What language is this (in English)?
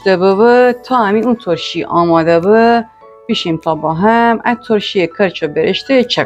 Gilaki